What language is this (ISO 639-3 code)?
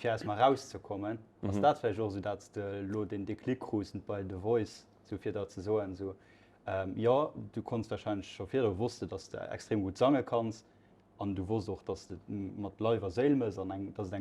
ltz